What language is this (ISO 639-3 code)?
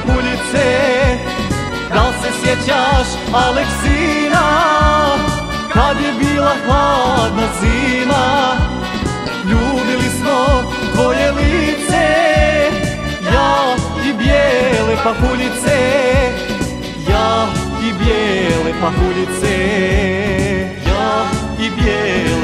hrv